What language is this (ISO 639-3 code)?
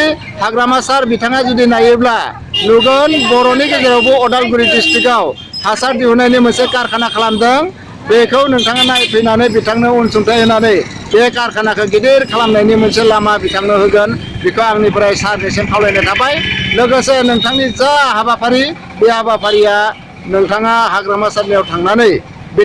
brx